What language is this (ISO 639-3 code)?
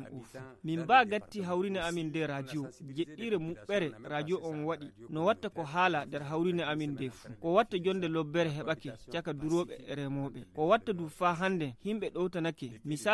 fuv